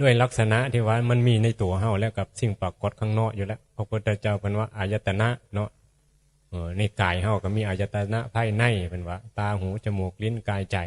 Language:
Northeastern Thai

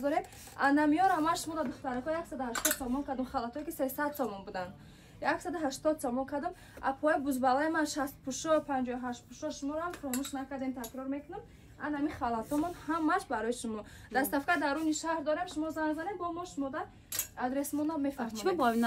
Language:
Tajik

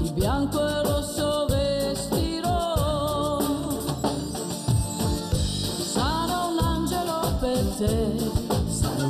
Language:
Italian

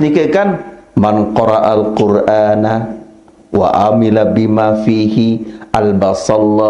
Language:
Sasak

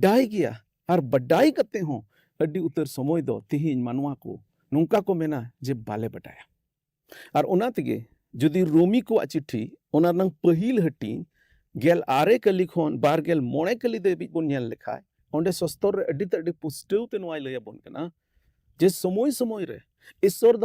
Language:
Santali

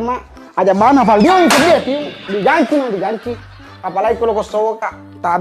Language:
Buginese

